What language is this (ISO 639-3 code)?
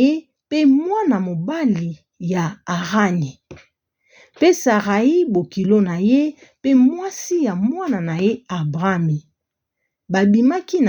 lin